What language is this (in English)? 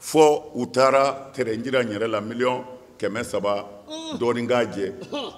Bambara